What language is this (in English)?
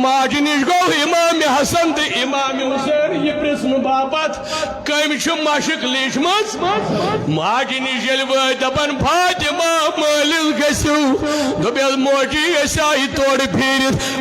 Kashmiri